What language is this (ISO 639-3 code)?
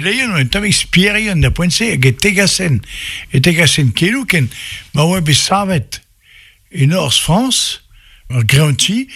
bre